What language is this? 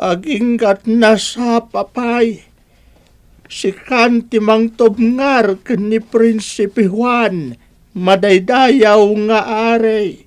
Iloko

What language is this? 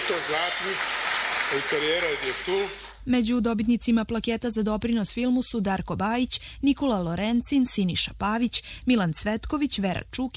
Serbian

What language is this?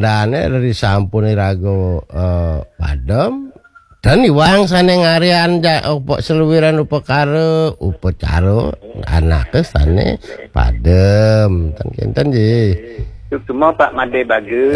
Balinese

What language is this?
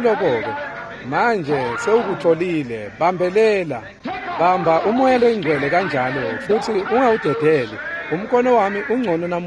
Swati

